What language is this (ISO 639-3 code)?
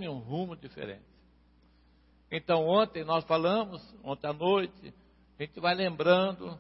por